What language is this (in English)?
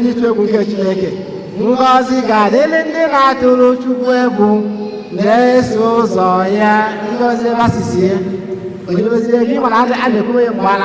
Igbo